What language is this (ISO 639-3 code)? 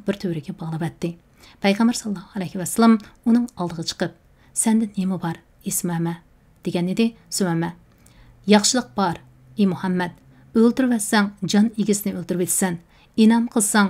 uig